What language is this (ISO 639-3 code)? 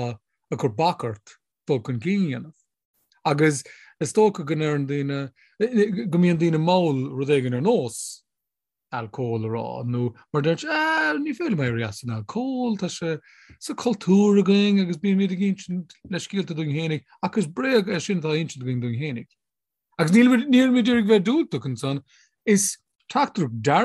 gle